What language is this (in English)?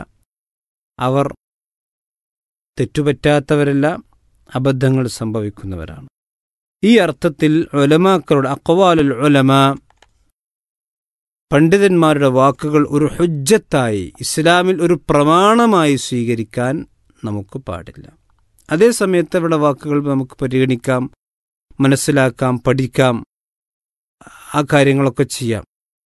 Malayalam